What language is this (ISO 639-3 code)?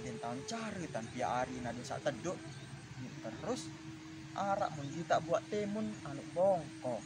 sas